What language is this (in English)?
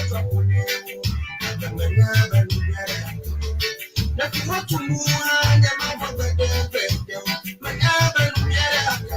Ewe